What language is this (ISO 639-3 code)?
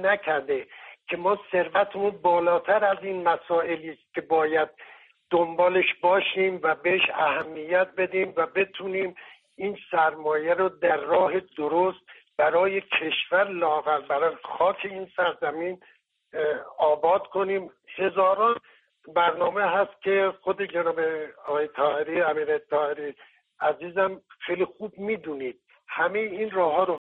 fas